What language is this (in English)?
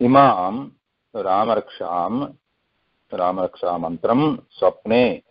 Sanskrit